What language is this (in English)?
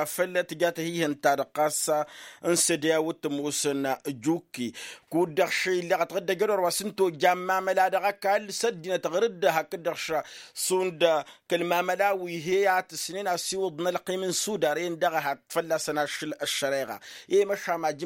Tamasheq